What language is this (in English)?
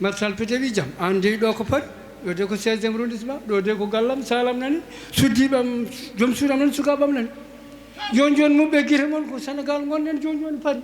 Fula